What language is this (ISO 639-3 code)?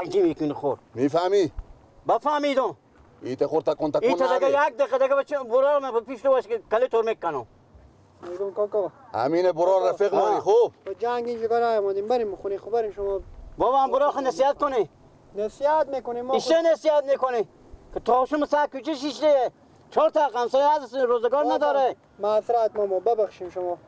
fas